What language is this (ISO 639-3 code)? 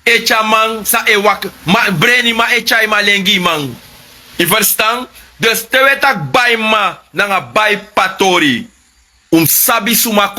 srn